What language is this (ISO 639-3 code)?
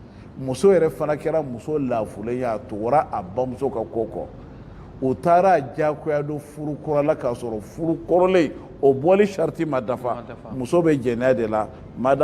bam